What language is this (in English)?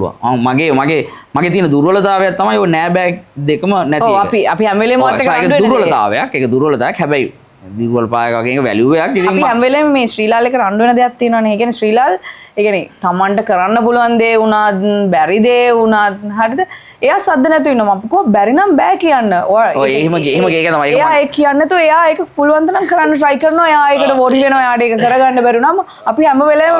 Sinhala